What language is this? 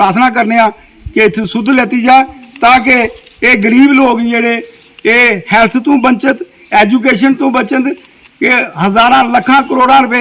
Dogri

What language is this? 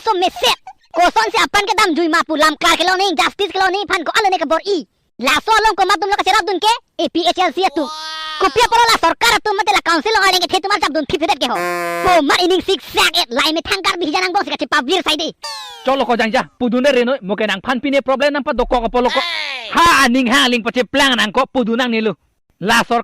Karbi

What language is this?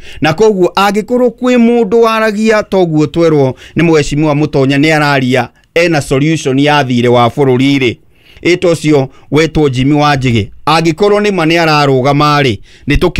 Kikuyu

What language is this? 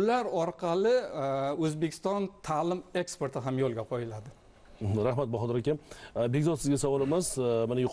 Uzbek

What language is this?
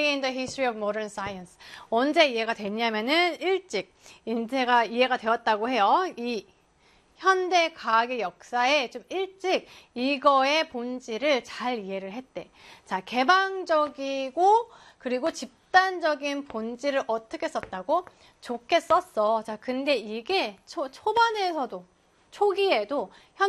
Korean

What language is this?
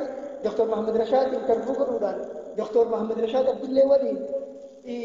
Oromo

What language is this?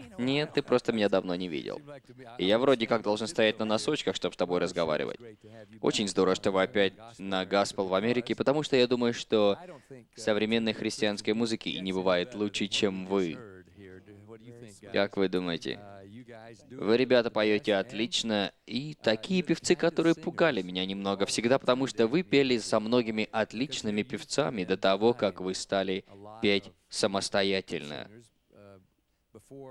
Russian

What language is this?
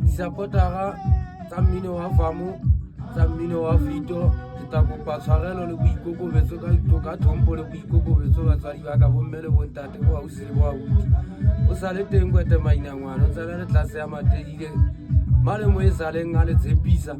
Southern Sotho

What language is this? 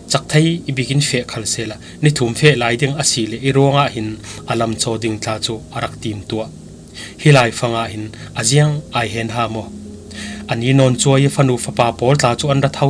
Falam Chin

